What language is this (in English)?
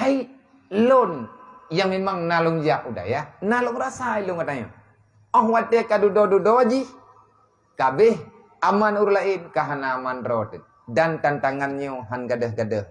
Achinese